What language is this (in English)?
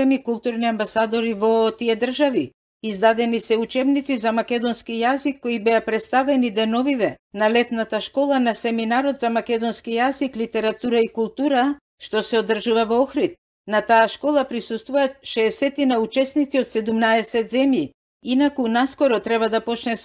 Macedonian